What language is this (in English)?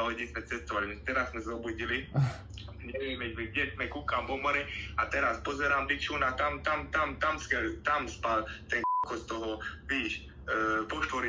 Slovak